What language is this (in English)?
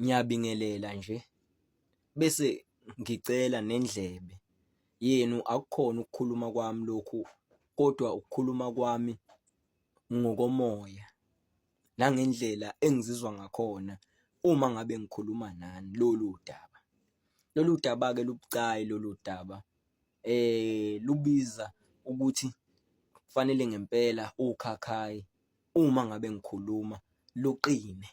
Zulu